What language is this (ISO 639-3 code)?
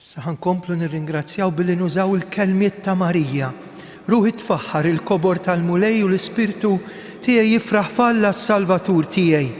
mlt